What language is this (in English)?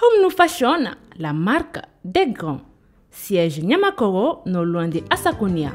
Bambara